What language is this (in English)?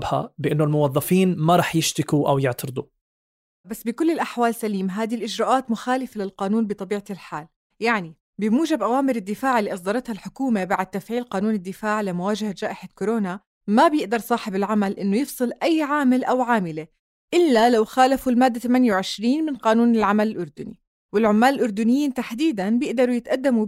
North Levantine Arabic